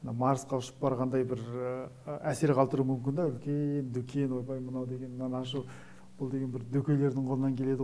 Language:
Kazakh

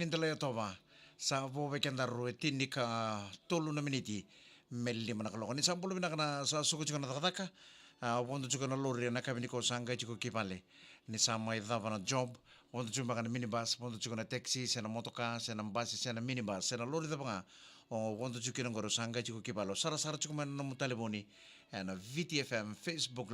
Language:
Fijian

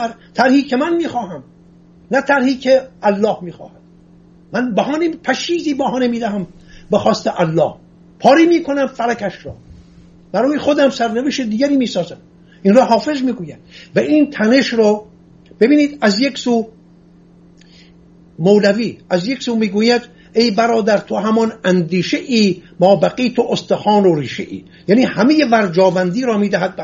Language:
Persian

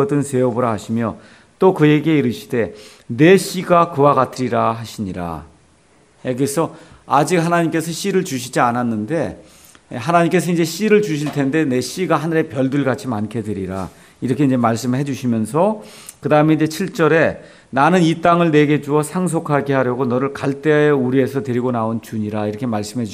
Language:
Korean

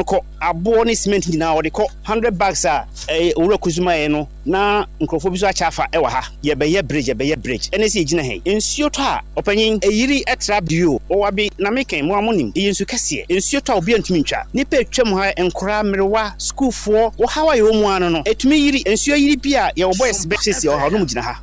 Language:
Akan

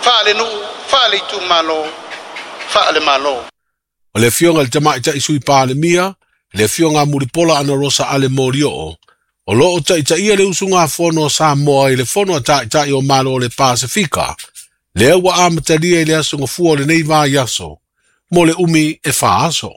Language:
Samoan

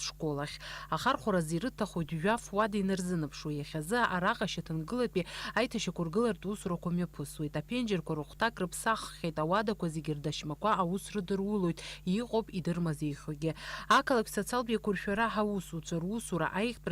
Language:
Abkhazian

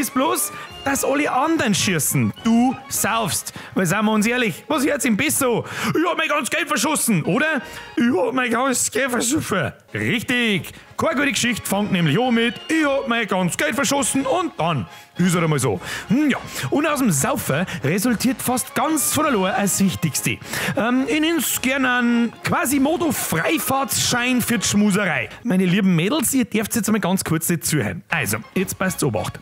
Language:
Bavarian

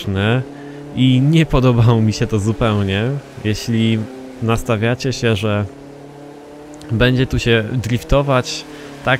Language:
Polish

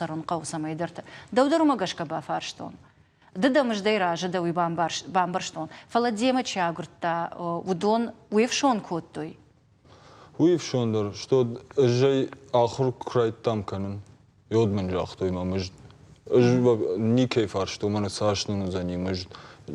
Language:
Ossetic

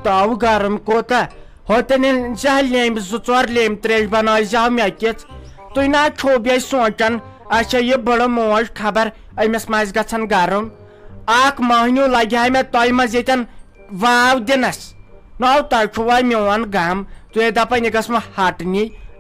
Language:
Kashmiri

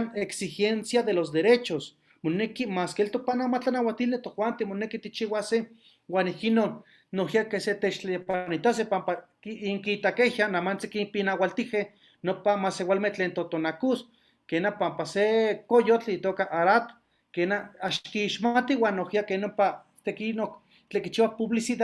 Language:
Eastern Huasteca Nahuatl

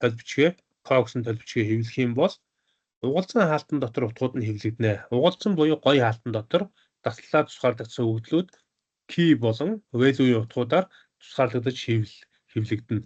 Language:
Mongolian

